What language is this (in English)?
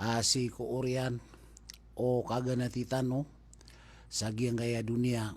Maranao